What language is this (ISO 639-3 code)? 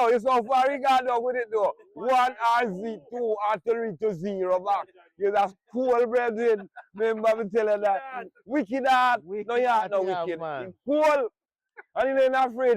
jam